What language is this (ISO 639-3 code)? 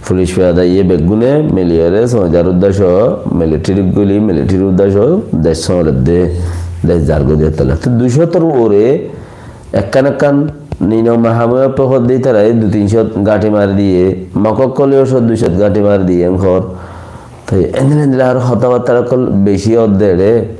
rhg